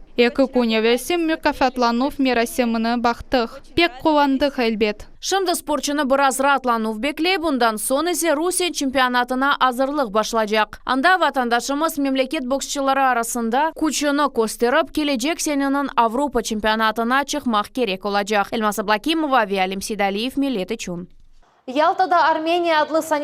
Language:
Crimean Tatar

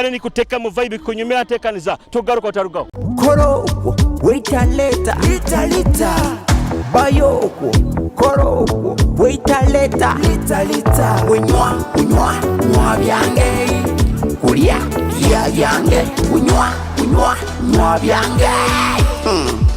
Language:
Nyoro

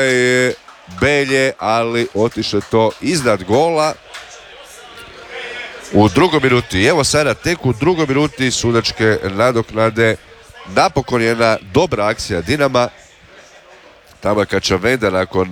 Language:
Croatian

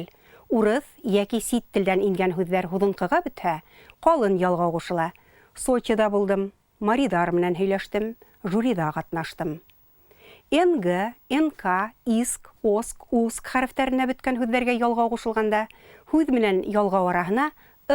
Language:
Bashkir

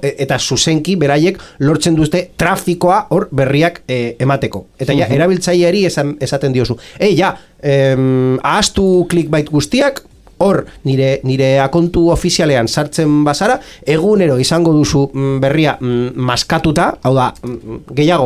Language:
Basque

